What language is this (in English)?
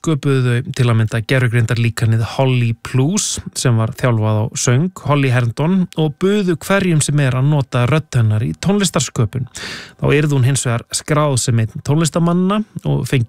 Icelandic